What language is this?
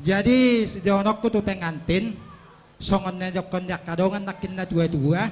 Batak Toba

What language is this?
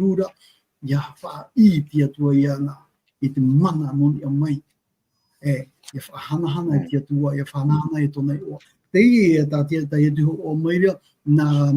Tahitian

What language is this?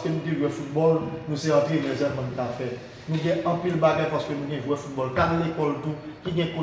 Haitian Creole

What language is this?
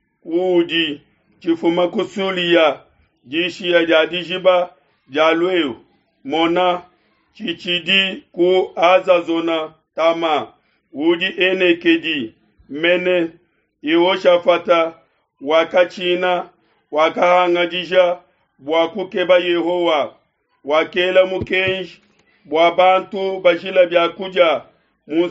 Luba-Lulua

